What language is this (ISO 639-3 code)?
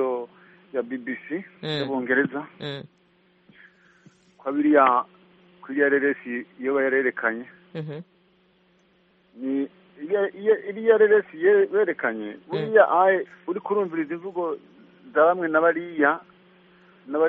kin